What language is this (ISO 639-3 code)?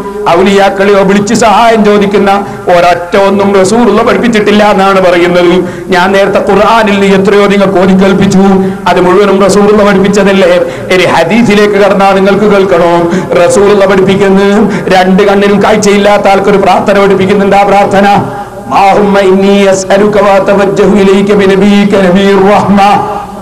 mal